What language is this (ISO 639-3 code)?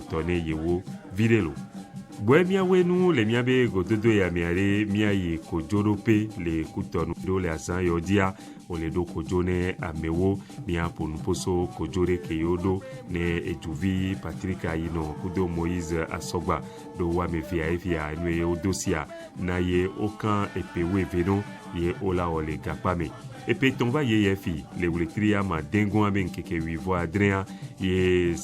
ewe